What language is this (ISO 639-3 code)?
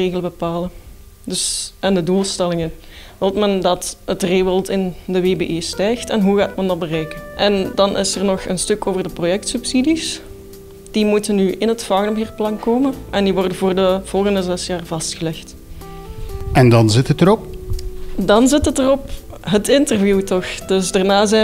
nld